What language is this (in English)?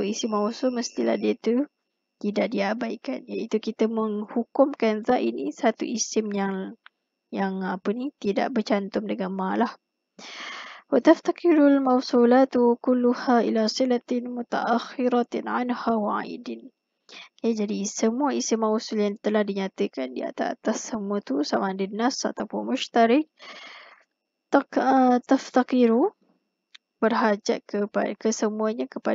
Malay